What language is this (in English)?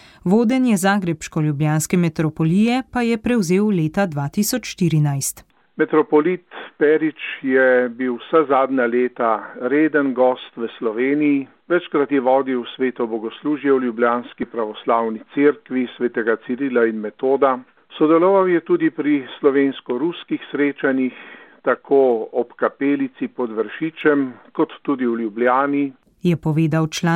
Slovenian